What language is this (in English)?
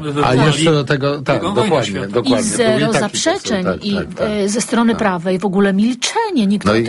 Polish